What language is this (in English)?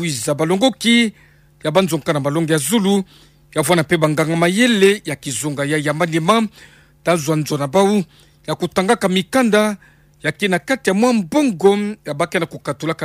Kituba (Democratic Republic of Congo)